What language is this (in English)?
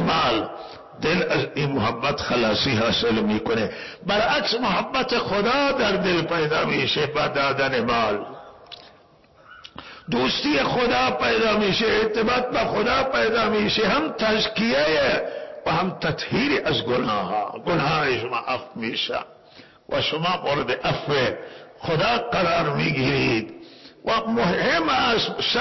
Persian